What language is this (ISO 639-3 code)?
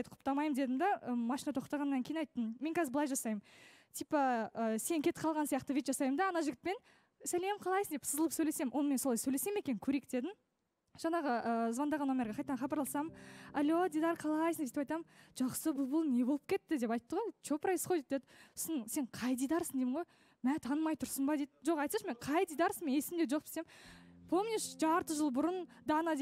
kaz